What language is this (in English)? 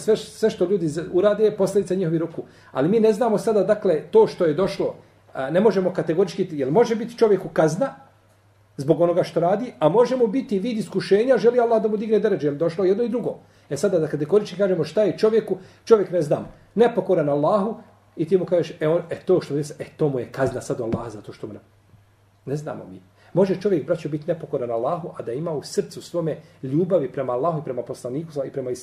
Bosnian